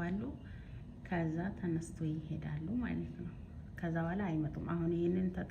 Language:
Amharic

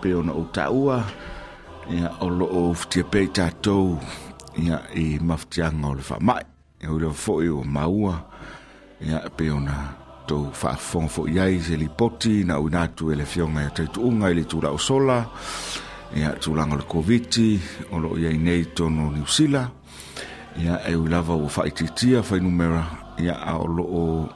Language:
Samoan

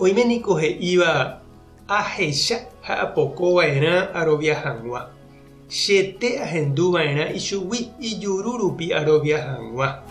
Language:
Guarani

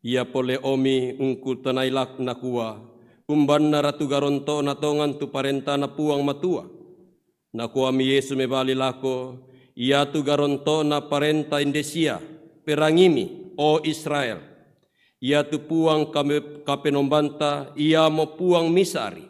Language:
Toraja-Sa'dan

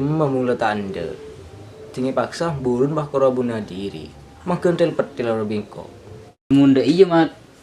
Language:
Madurese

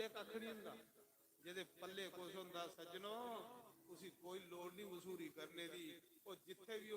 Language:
Dogri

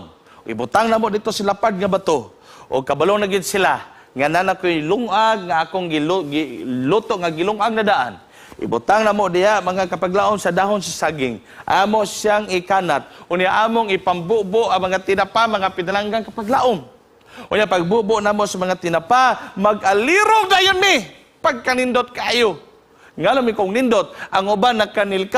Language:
Cebuano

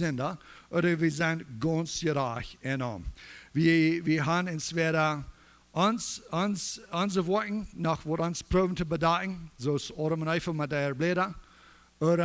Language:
Plautdietsch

